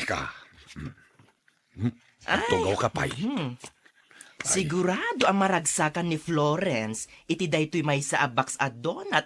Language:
Iloko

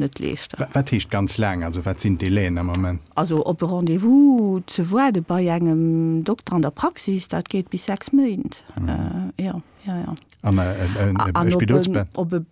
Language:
Luxembourgish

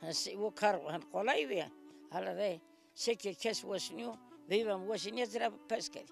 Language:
Zaza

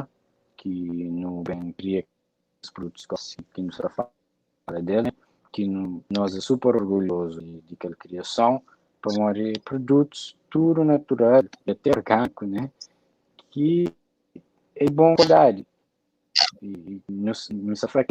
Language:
Kabuverdianu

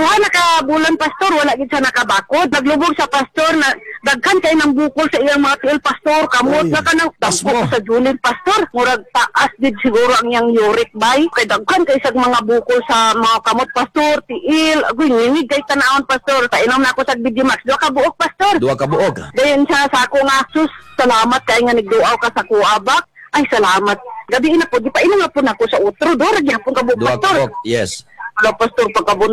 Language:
Cebuano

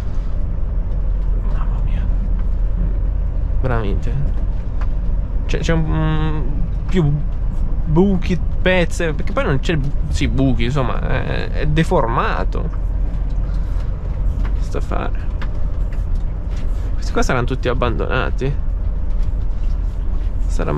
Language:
Italian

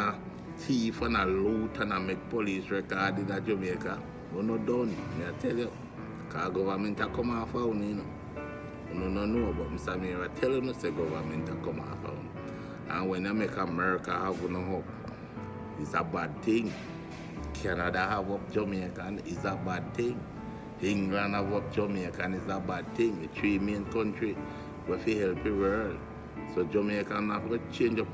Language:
Jamaican Creole English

